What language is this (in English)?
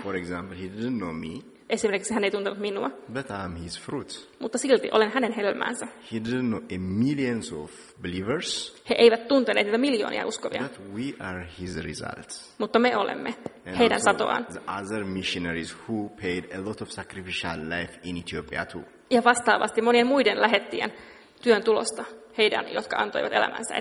Finnish